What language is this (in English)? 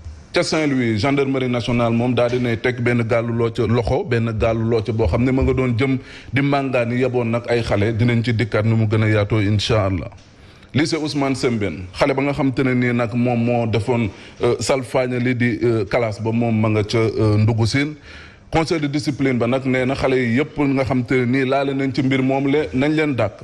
Wolof